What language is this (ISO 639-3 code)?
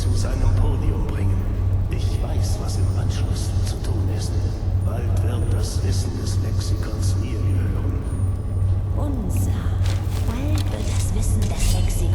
bar